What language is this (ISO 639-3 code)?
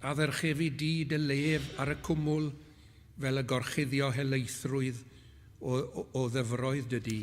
cym